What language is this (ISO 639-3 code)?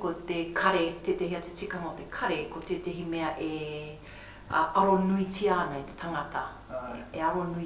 mri